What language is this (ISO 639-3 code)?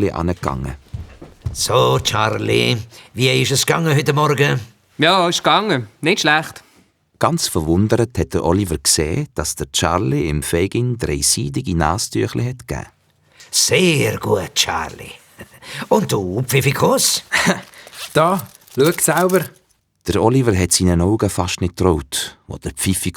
gsw